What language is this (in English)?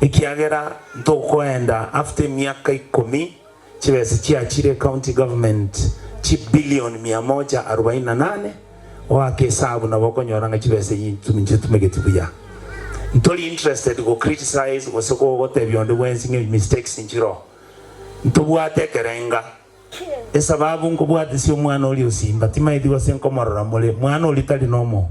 Gusii